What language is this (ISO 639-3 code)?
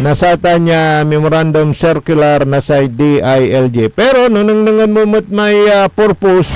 pag